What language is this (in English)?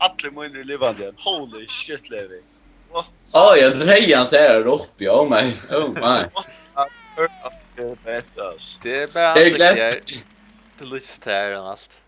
Faroese